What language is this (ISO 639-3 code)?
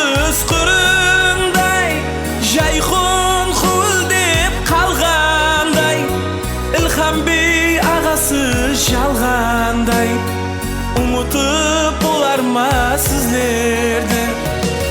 kaa